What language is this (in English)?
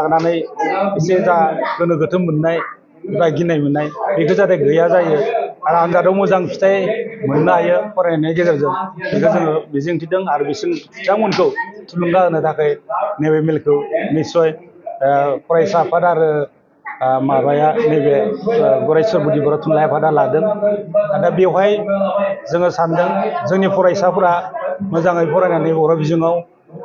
Bodo